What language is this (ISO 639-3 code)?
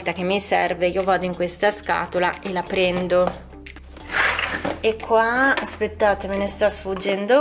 ita